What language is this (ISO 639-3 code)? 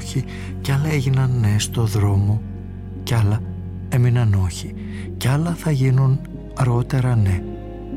ell